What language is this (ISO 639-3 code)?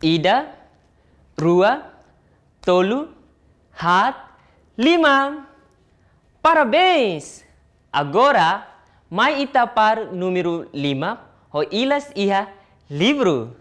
tet